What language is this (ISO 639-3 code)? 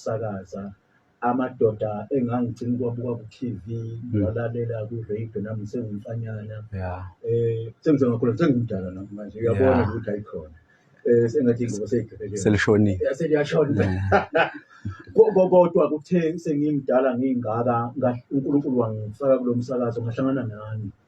zul